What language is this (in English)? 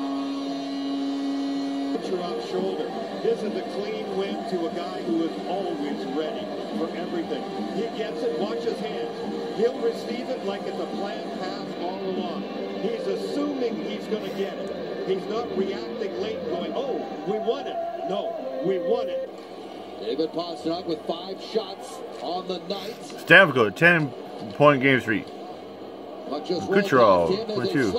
English